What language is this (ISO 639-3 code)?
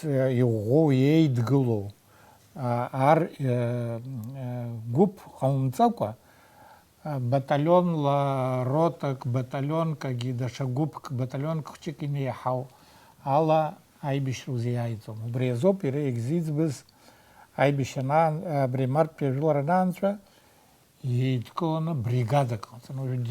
abk